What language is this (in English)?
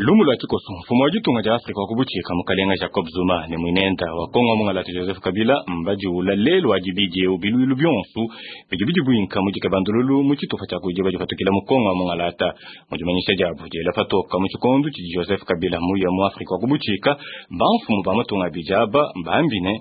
Luba-Lulua